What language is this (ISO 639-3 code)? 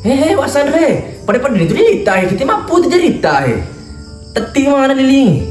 bug